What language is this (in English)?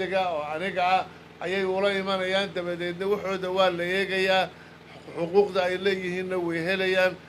Somali